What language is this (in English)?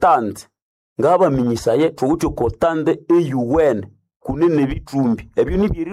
Nande